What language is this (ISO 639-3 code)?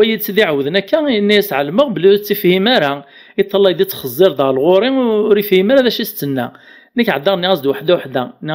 kab